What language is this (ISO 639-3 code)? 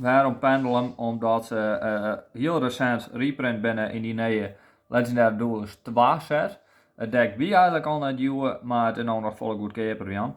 fry